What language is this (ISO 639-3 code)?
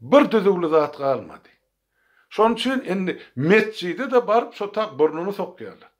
tuk